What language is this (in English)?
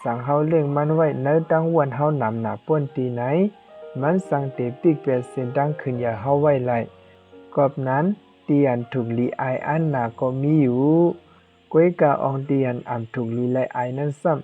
Shan